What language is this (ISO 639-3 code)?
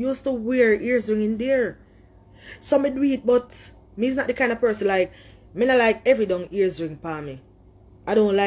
jam